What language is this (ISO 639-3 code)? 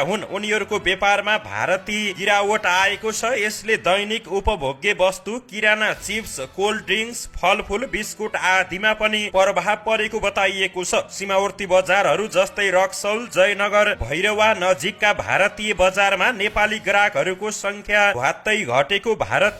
nep